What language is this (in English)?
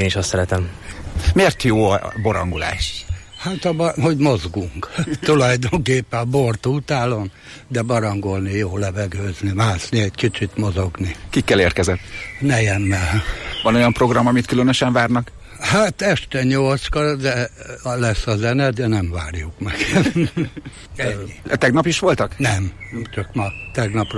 Hungarian